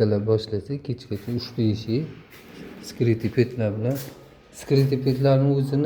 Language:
Uzbek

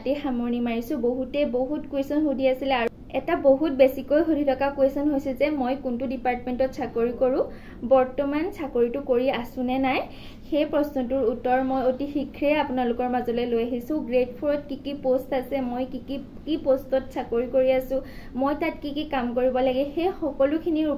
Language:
Assamese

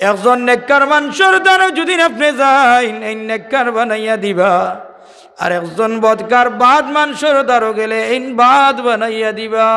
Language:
Sylheti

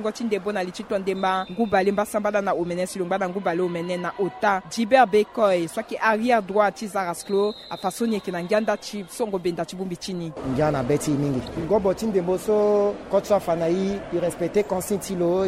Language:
Sango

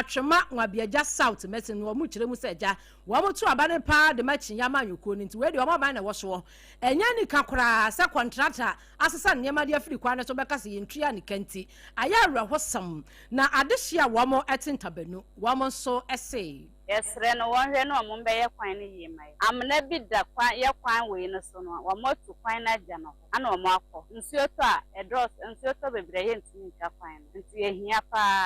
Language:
Akan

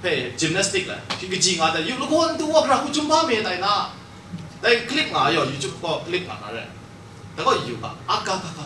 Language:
Kachin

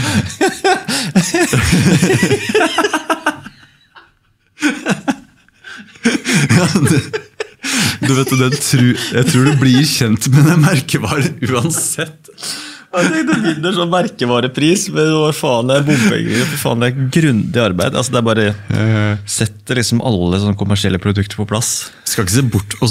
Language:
Norwegian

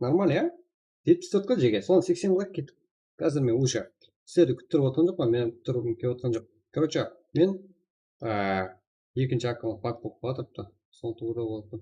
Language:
Kara-Kalpak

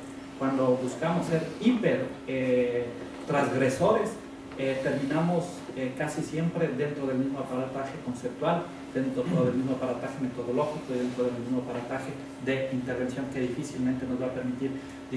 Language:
Spanish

